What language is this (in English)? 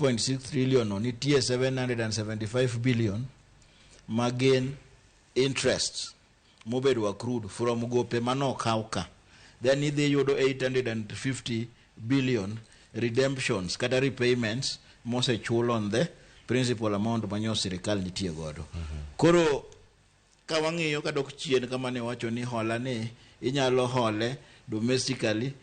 Luo (Kenya and Tanzania)